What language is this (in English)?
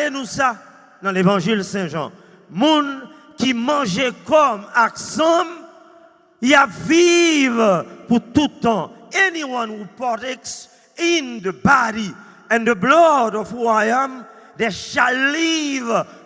Haitian Creole